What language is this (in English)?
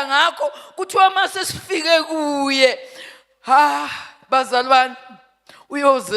Zulu